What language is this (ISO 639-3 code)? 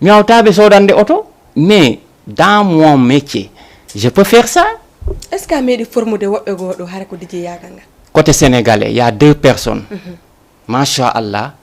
ful